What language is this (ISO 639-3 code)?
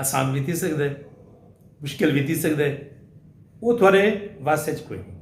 skr